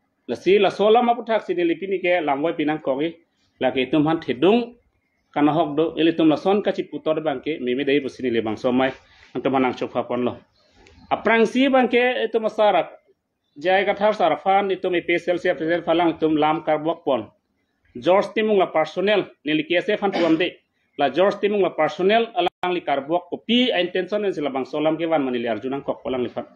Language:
Karbi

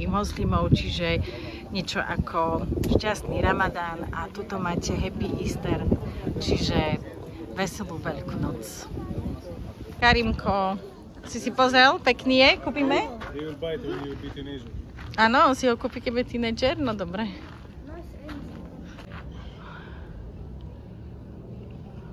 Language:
Slovak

